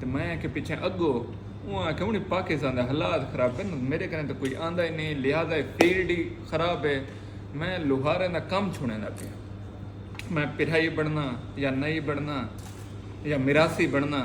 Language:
Saraiki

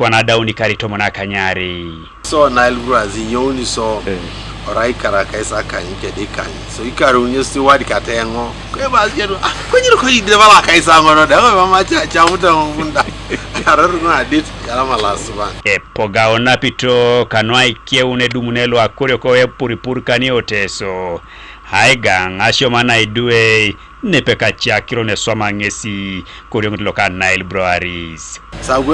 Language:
Teso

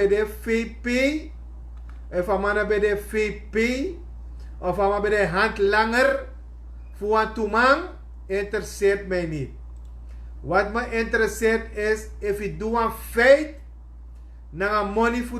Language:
Sranan Tongo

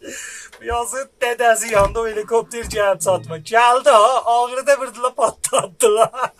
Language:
South Azerbaijani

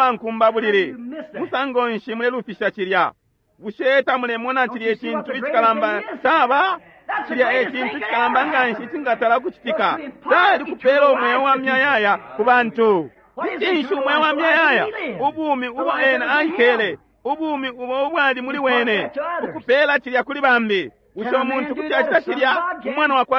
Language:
Bemba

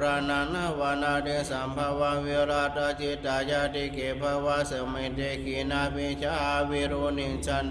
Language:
Pali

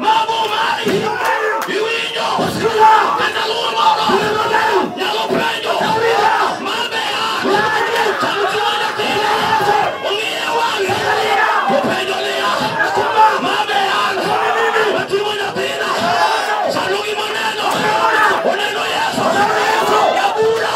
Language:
Luo (Kenya and Tanzania)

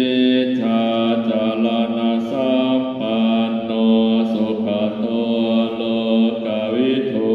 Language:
Pali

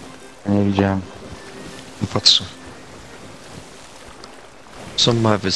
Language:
Polish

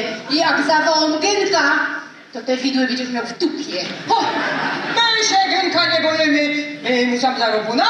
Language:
Silesian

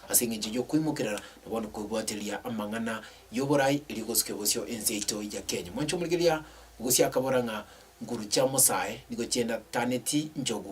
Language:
Gusii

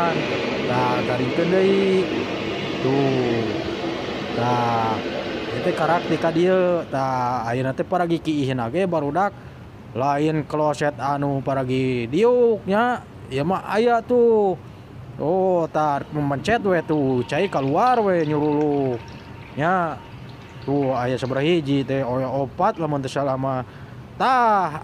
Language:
Sundanese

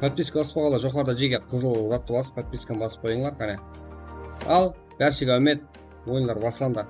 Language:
Kara-Kalpak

